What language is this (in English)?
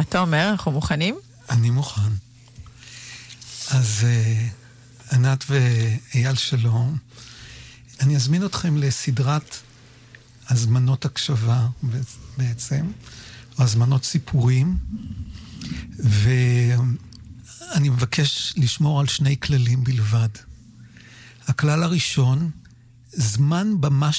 Hebrew